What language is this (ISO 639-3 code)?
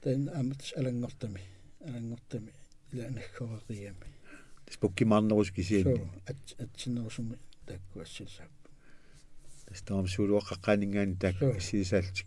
kal